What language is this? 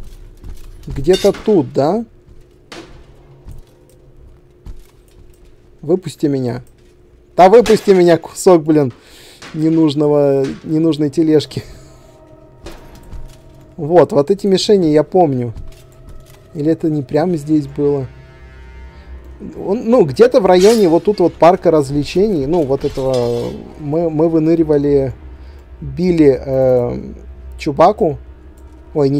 Russian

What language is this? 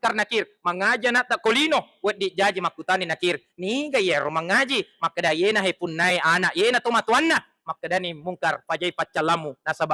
Buginese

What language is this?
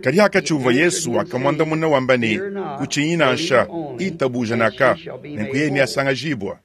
Luba-Lulua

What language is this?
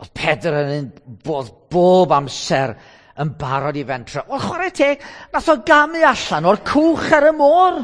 Welsh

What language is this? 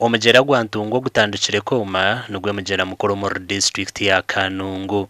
Nyankole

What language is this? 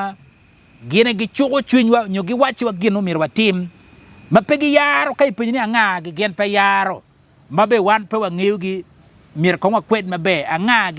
Acoli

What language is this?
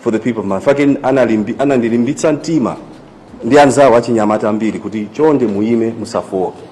Nyanja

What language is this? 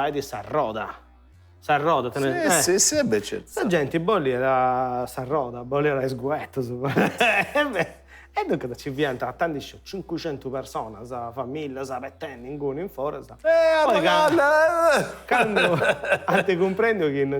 Sardinian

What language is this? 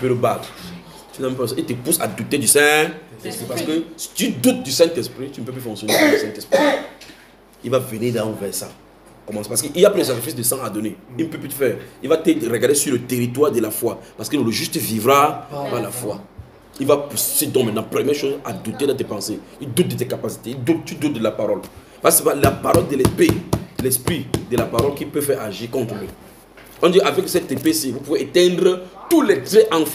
French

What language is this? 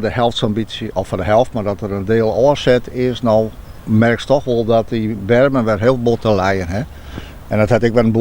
Western Frisian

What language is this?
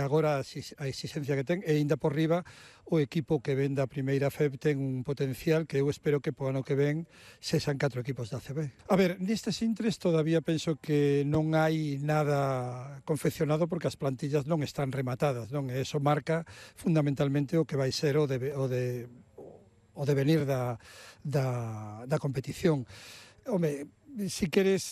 Galician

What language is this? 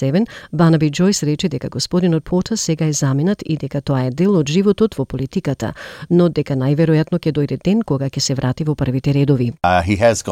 Macedonian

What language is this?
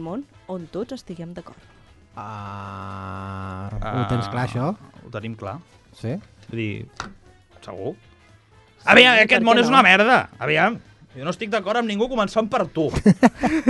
Catalan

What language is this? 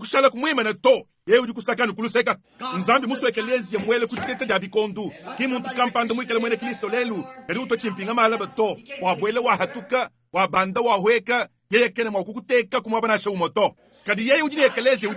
Luba-Lulua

